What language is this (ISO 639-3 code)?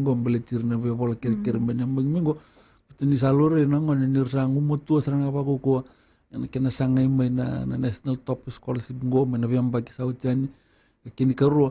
fij